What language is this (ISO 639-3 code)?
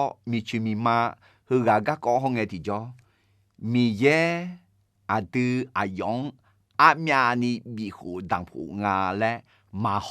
ahk